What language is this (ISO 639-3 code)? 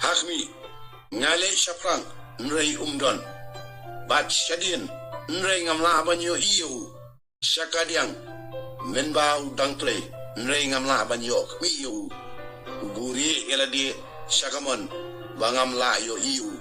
kha